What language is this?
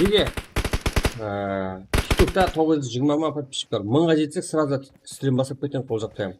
Kara-Kalpak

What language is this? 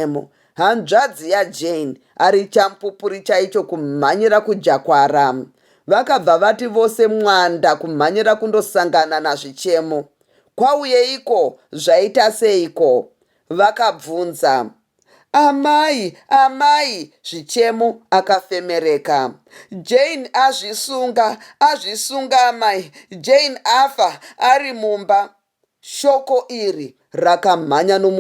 Shona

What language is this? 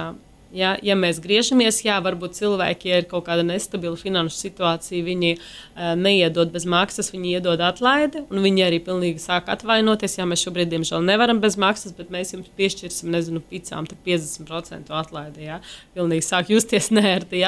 Latvian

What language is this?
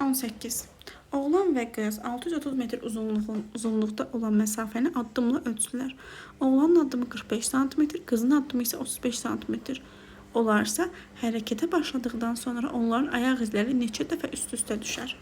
Azerbaijani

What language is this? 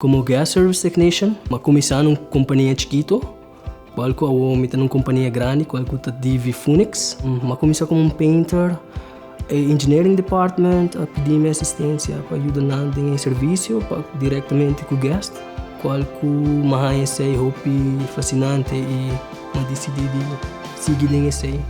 Papiamento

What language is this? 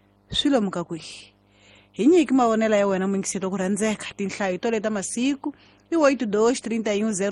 Tsonga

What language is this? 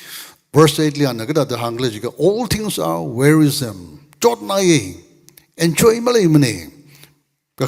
Tangkhul Naga (India)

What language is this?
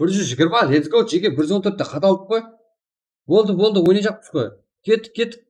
Kara-Kalpak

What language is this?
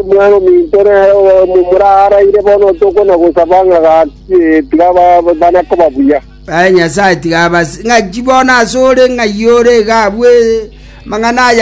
Gusii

